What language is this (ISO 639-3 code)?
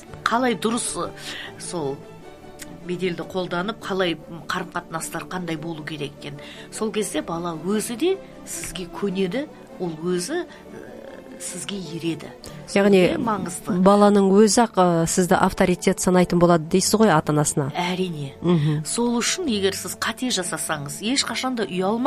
kaz